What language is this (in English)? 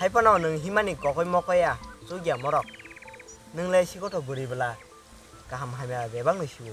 Kok Borok